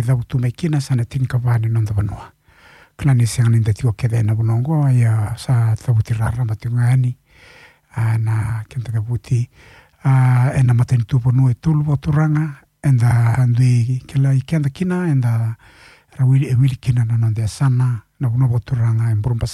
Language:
Fijian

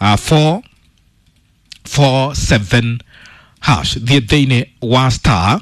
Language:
Kikuyu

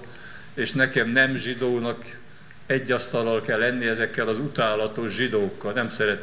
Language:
Hungarian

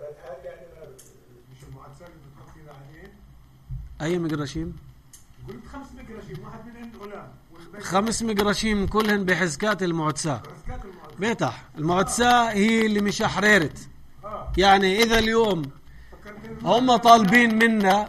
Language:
North Levantine Arabic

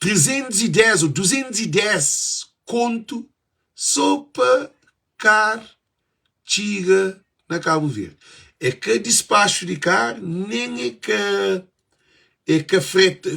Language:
Kabuverdianu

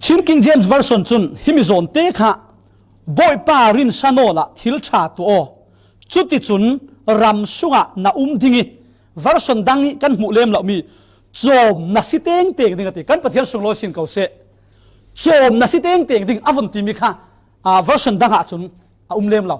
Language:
Falam Chin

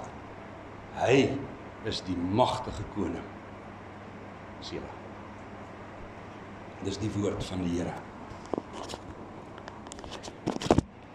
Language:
Afrikaans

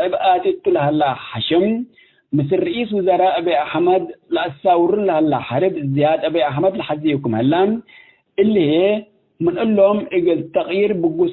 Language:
Tigre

